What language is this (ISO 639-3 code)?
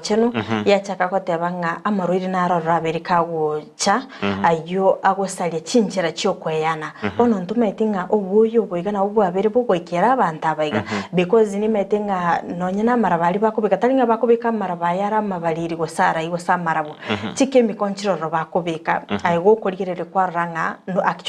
guz